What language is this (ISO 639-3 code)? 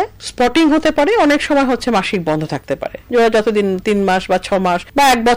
ben